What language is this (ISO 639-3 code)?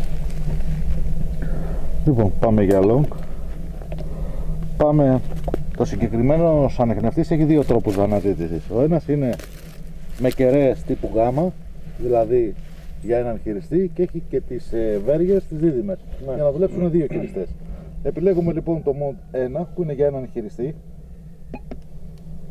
ell